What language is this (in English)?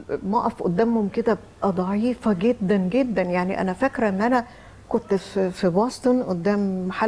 Egyptian Arabic